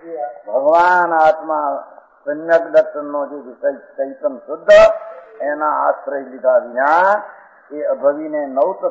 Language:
Gujarati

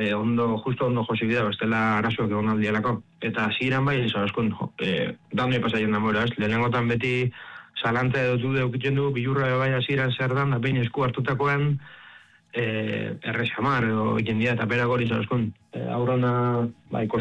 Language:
Basque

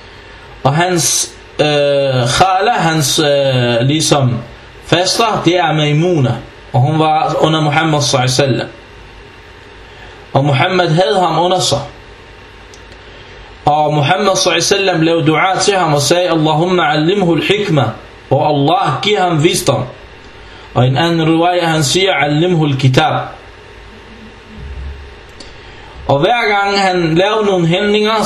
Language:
Danish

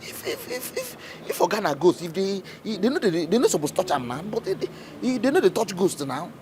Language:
Nigerian Pidgin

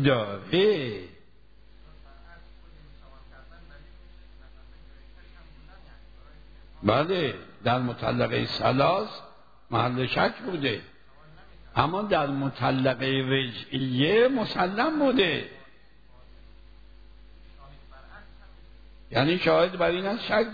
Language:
Persian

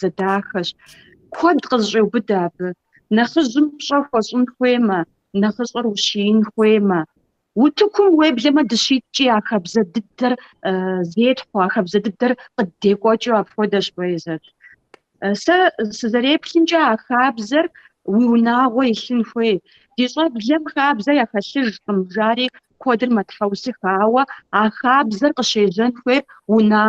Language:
Kabardian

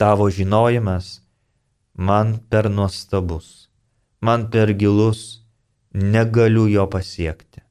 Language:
Lithuanian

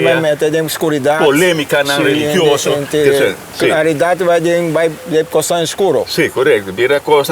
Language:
Papiamento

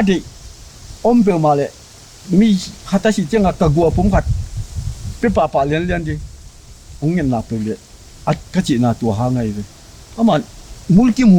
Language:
Tedim Chin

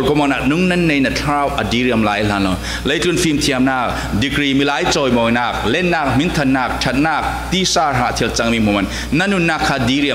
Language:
Falam Chin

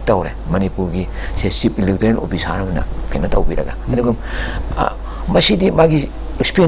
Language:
Manipuri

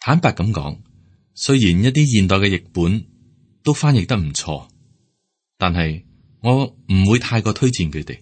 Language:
Cantonese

